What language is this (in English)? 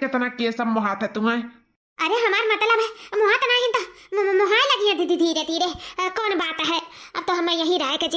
Awadhi